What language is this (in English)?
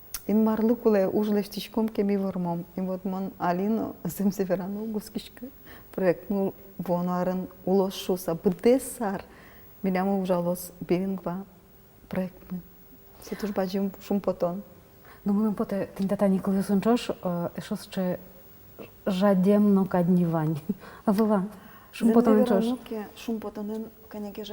Udmurt